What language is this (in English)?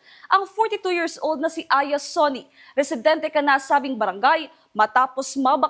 Bikol